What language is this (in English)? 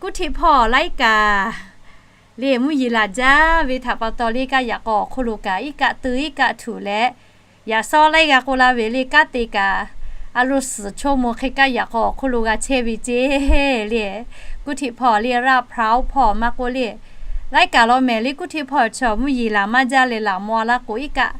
Lahu